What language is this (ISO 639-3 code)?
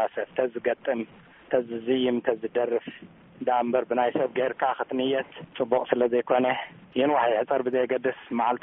tir